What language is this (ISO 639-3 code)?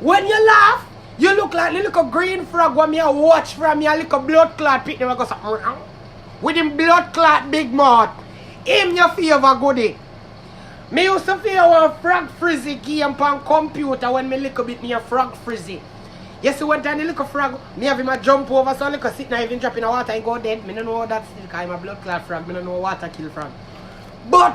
jam